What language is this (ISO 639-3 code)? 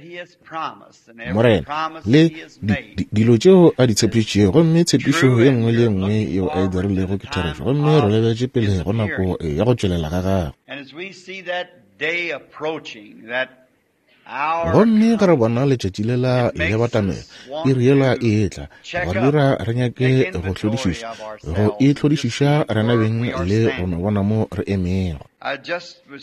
nso